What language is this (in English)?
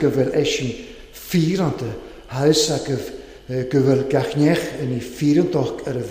Welsh